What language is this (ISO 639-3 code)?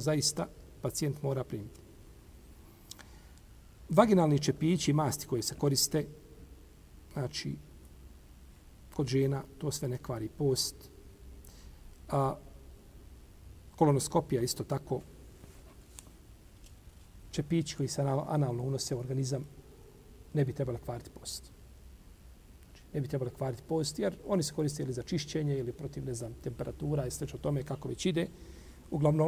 bos